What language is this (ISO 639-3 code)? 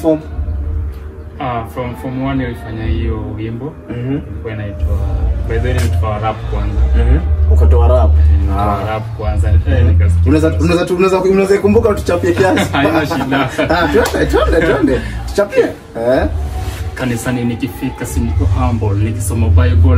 swa